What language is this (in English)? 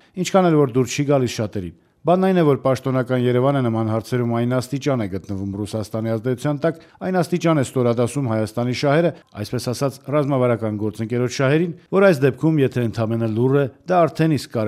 Armenian